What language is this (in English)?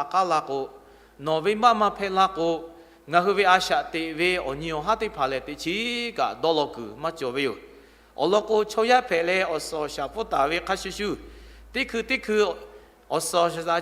Lahu